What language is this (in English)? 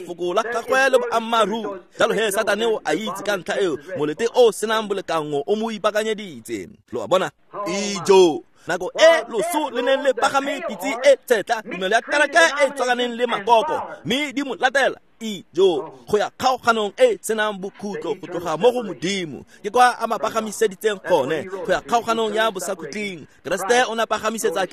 Tswana